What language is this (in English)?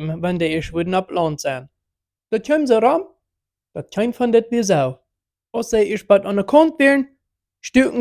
Plautdietsch